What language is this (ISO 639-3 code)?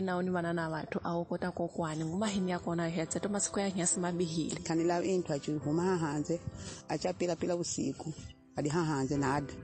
tso